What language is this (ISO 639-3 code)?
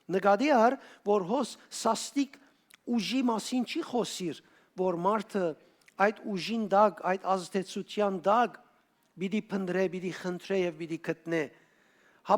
hyw